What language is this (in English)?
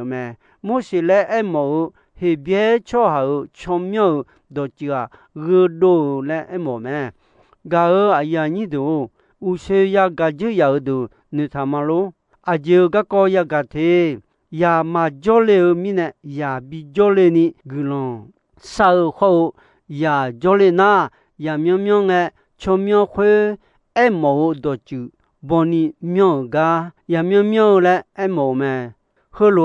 Akha